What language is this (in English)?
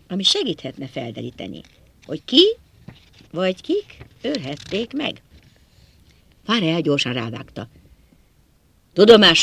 Hungarian